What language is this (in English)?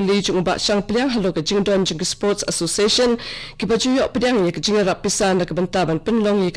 Khasi